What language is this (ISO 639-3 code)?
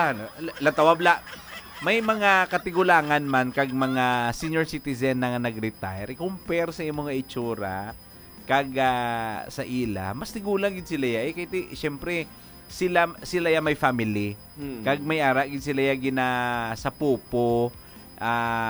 hil